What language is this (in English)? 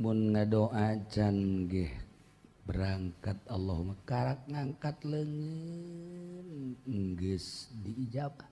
Sundanese